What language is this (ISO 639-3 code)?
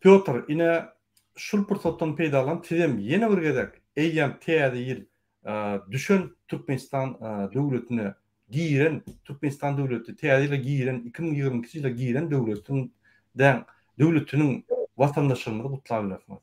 tuk